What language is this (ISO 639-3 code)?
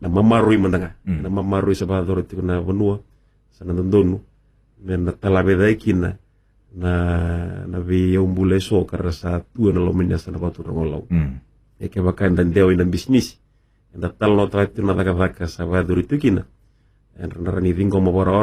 fij